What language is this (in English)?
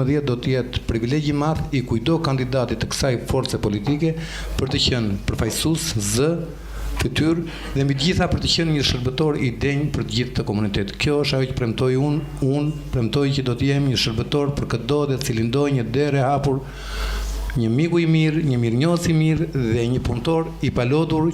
Albanian